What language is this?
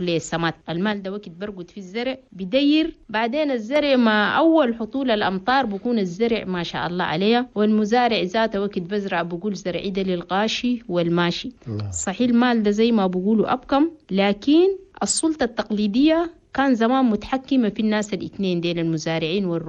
Chadian Arabic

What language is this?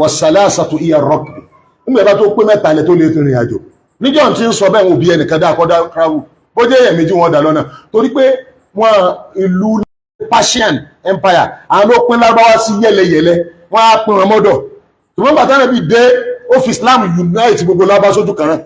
Yoruba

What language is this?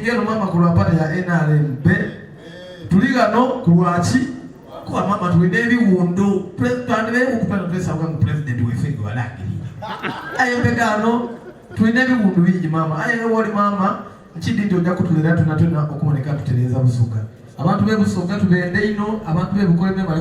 Soga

